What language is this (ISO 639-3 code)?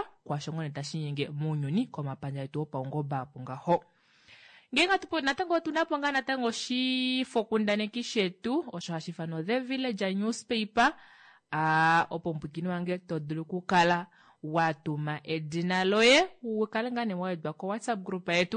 kua